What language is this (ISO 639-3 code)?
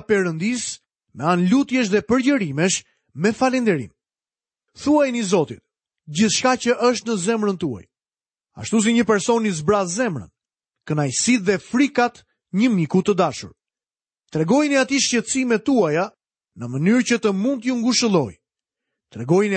sqi